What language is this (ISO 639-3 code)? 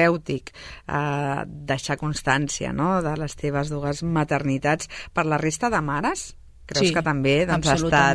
cat